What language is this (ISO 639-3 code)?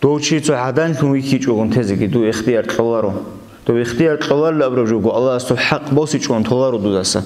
ava